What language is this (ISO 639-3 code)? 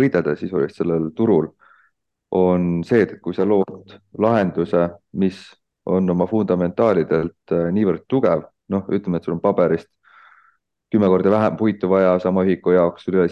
est